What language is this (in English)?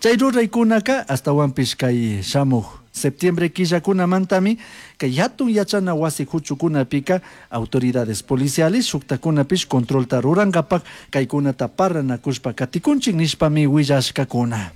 Chimborazo Highland Quichua